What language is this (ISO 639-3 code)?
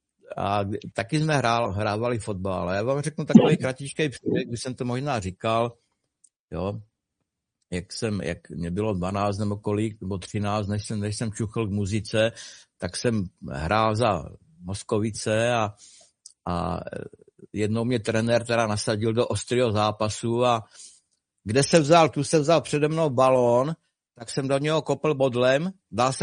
ces